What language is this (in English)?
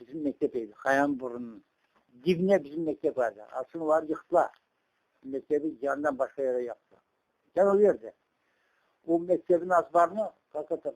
Crimean Tatar